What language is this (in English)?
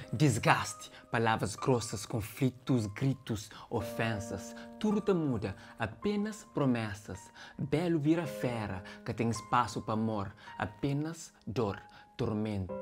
Kabuverdianu